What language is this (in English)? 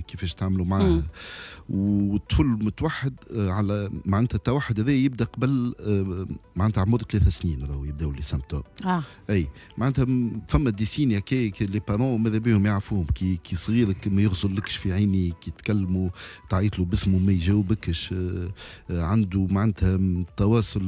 Tunisian Arabic